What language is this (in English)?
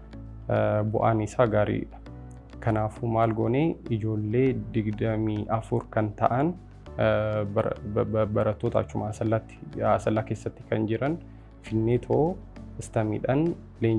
Oromo